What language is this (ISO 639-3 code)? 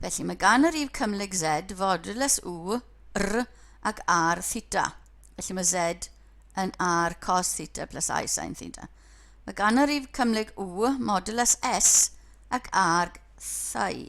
cym